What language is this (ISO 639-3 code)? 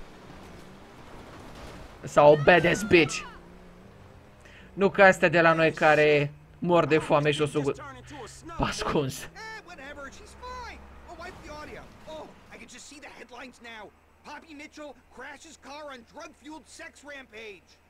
ron